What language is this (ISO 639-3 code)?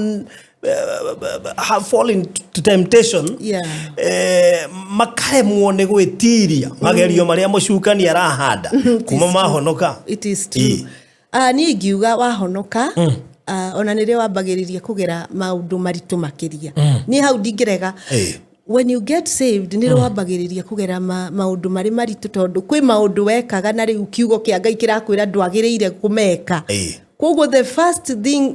kik